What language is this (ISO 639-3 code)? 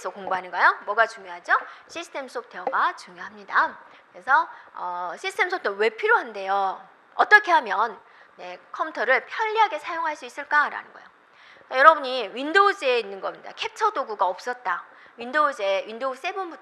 kor